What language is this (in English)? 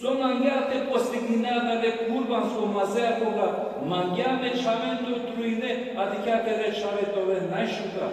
Balkan Romani